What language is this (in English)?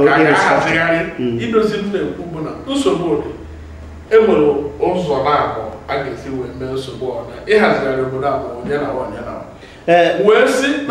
Igbo